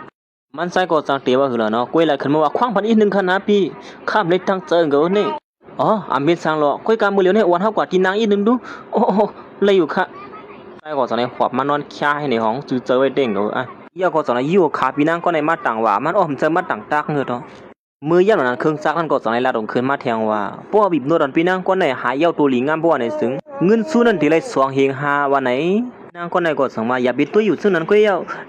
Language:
Shan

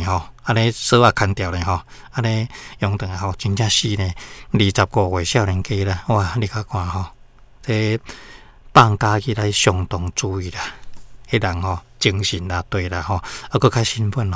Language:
Min Nan Chinese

